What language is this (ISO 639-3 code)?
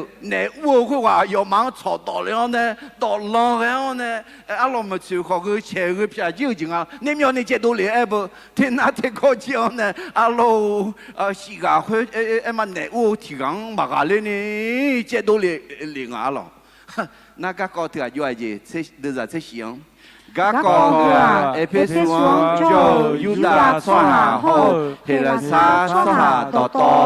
ahk